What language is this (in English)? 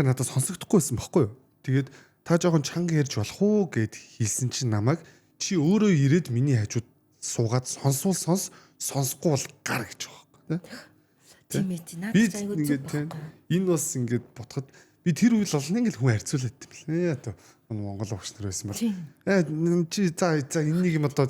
Mongolian